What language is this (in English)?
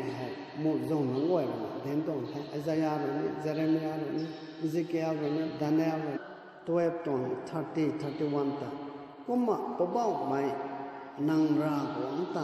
Rongmei Naga